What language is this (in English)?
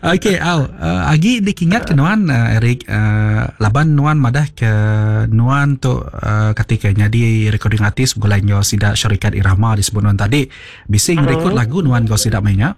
Iban